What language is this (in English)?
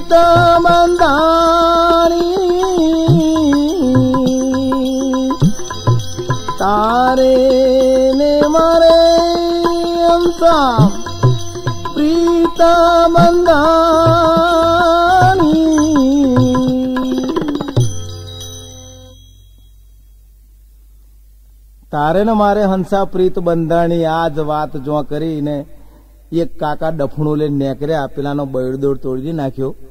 Gujarati